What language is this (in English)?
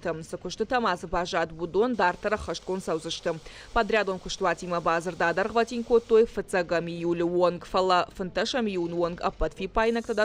Ossetic